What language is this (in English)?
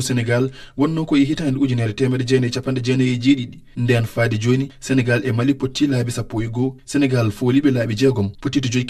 Fula